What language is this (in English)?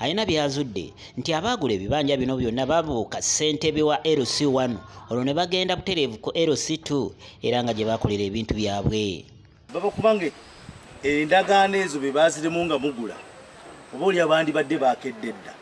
Ganda